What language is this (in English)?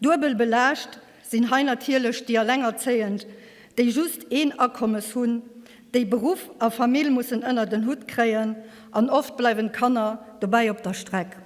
Luxembourgish